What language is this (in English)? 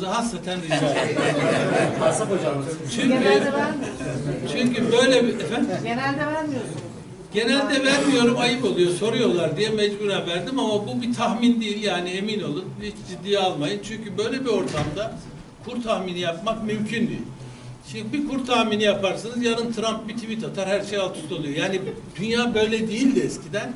Turkish